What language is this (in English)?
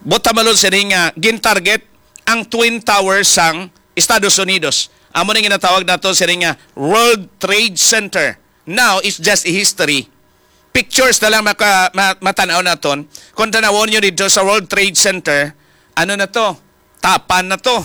Hiligaynon